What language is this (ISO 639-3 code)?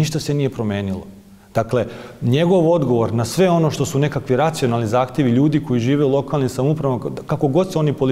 srp